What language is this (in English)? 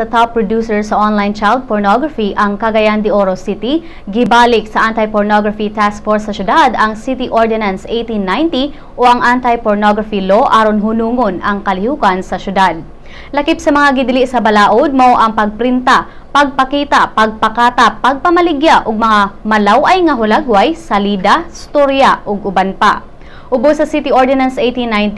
Cebuano